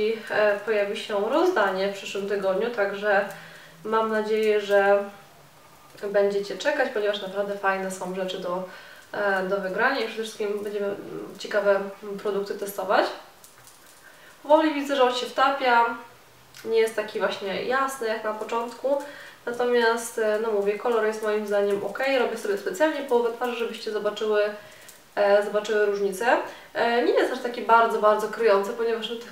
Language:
Polish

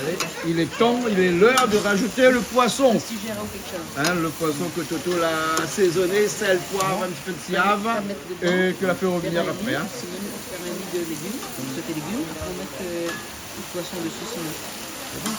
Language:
Réunion Creole French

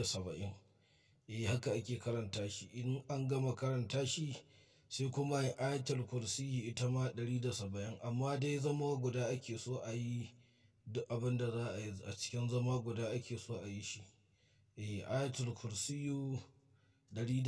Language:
Hausa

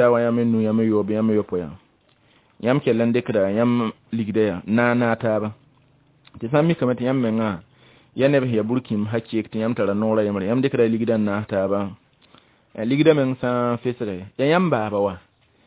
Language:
Mossi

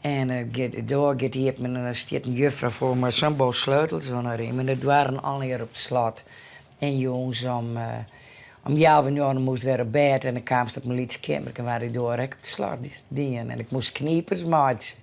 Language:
Western Frisian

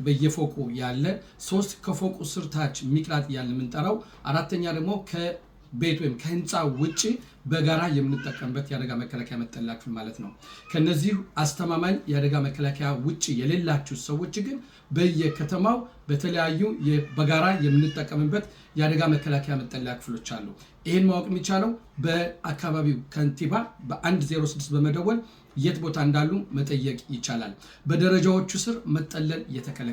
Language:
Amharic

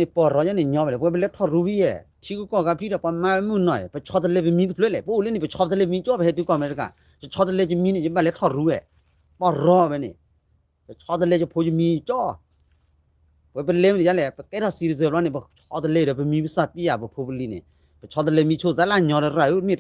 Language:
S'gaw Karen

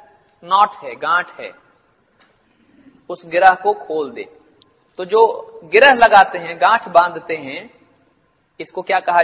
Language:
Urdu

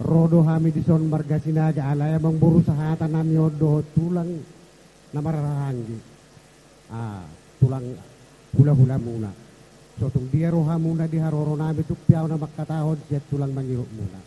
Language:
Batak Toba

